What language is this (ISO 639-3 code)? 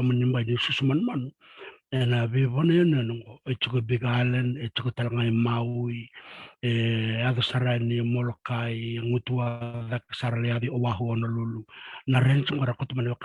fij